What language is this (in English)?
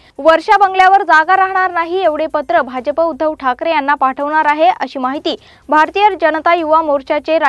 Marathi